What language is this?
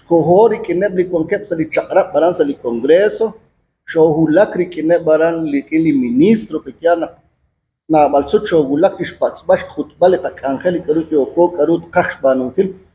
Kekchí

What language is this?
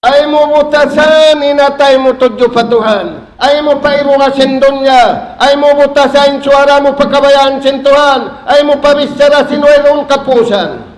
Tausug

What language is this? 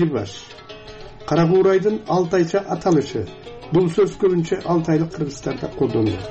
Kyrgyz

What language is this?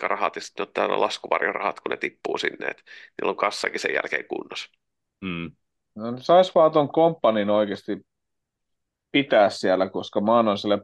Finnish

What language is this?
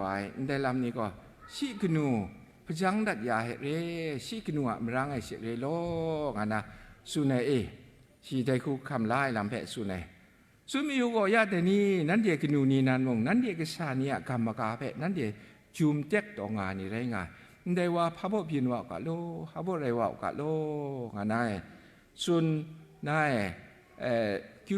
Kachin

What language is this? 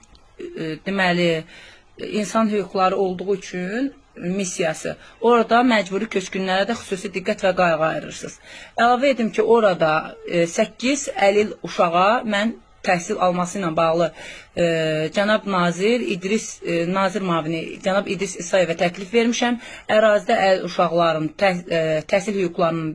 Azerbaijani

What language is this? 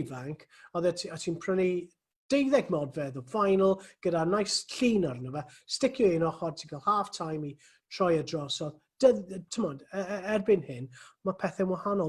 Welsh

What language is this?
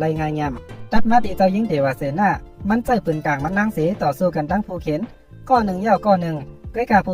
Shan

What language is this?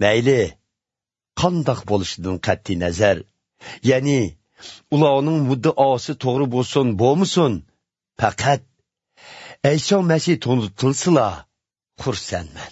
Uyghur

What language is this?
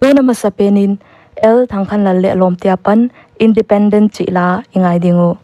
Paite Chin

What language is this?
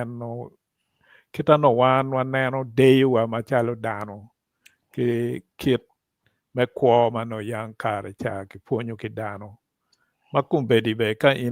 Acoli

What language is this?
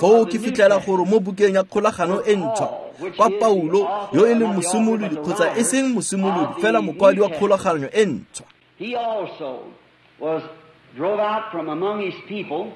Tswana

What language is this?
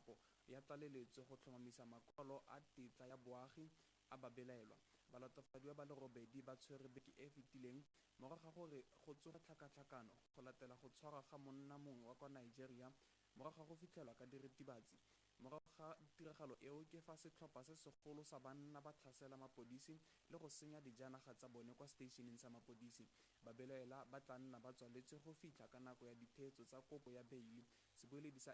Tswana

